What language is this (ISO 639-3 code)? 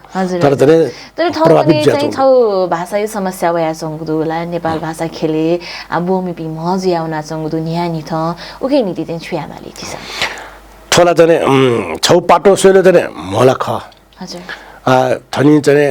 new